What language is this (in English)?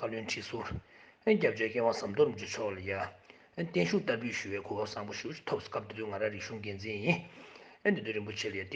Tibetan